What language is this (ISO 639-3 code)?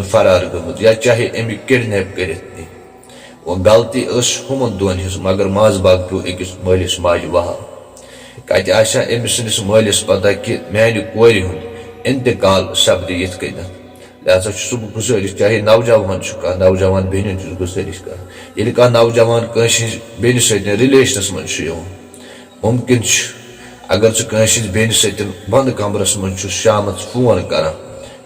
kas